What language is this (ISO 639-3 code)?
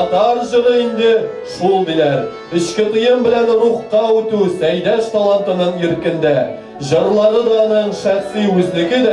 tat